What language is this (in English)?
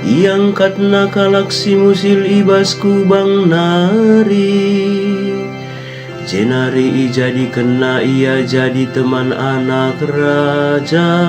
Batak Karo